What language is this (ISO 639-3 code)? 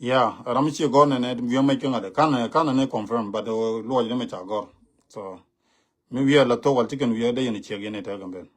nus